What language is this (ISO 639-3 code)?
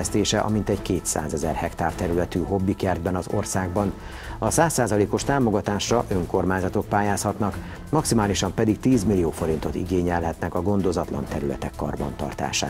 hun